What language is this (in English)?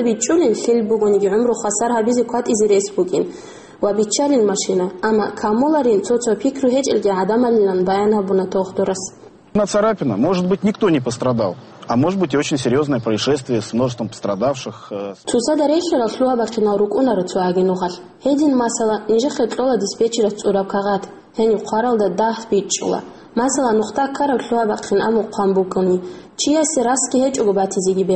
Avaric